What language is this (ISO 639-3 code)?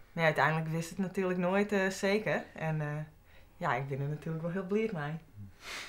fry